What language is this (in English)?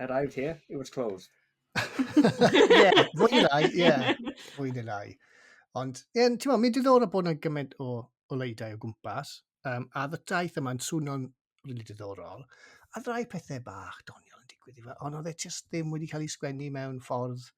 Welsh